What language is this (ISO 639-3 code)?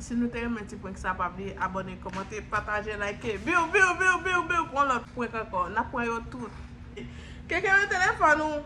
hat